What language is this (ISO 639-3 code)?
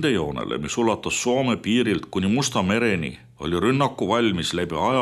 est